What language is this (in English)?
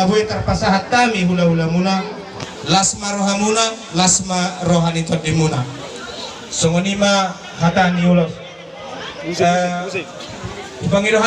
Batak Toba